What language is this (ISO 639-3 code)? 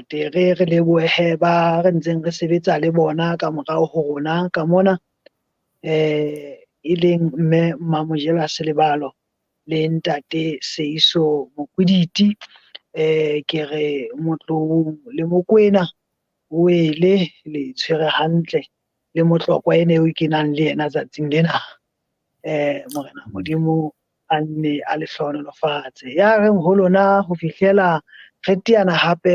sot